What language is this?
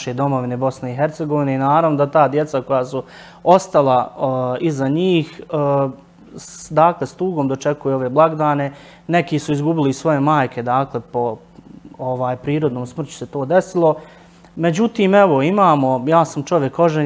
Bosnian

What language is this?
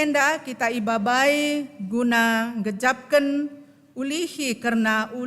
Batak Karo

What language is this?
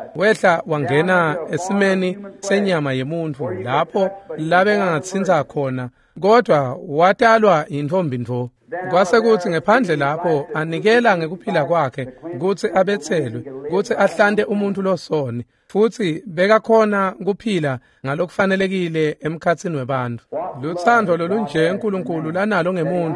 Swati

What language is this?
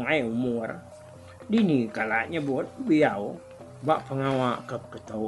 Iban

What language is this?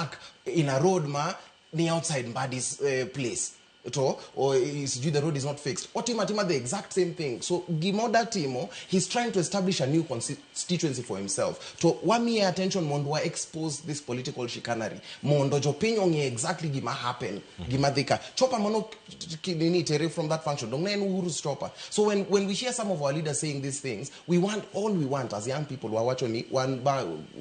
Luo (Kenya and Tanzania)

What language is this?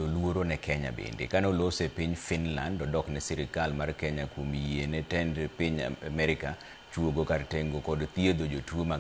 Luo (Kenya and Tanzania)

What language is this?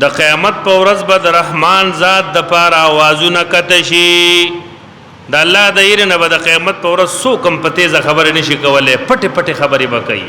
Pashto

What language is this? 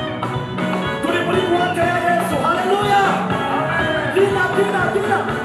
Kinyarwanda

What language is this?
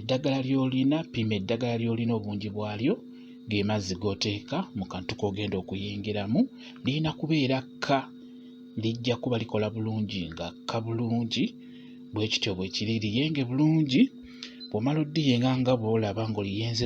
Ganda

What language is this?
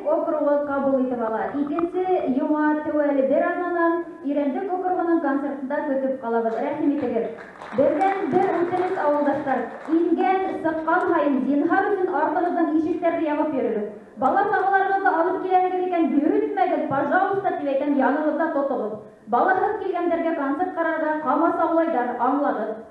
Bashkir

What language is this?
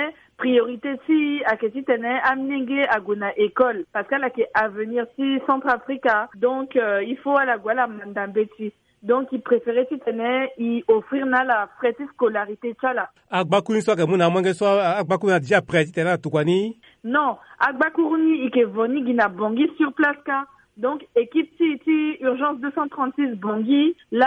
Sango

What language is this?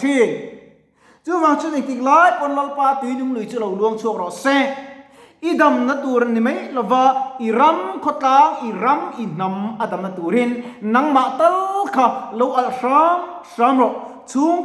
Mizo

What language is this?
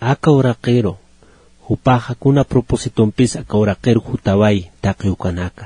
Aymara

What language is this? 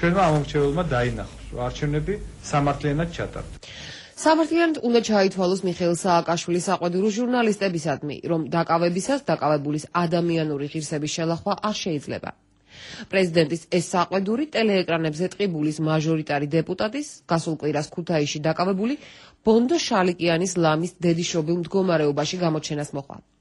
Georgian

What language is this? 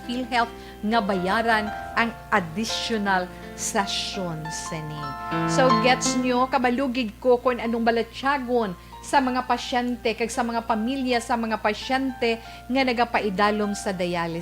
Hiligaynon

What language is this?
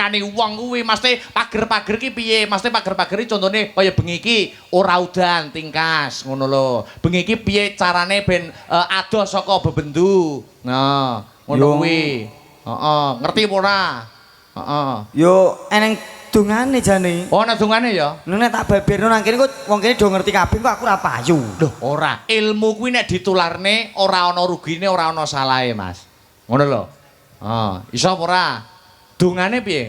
Javanese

